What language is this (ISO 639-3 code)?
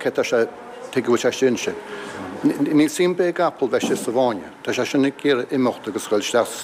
gle